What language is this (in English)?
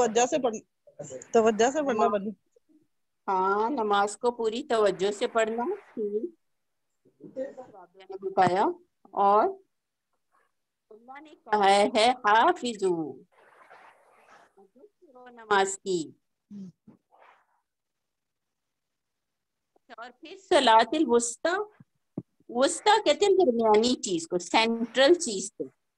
Urdu